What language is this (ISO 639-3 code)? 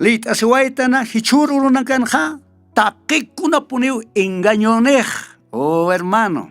aym